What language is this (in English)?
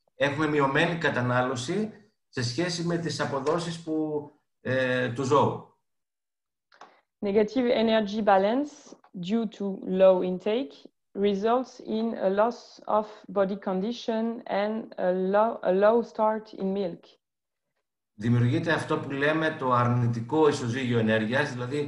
Greek